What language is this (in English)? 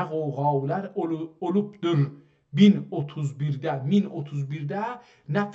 South Azerbaijani